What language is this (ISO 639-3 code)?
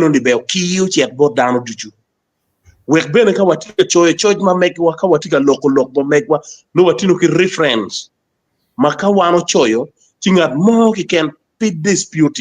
ach